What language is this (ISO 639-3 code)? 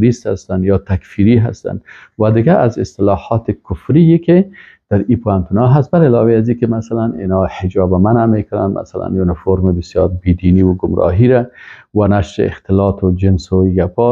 fas